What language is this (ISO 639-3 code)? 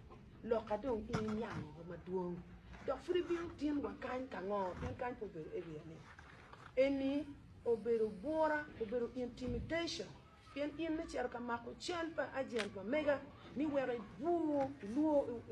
ach